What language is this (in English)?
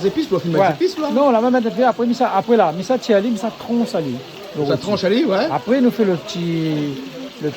Réunion Creole French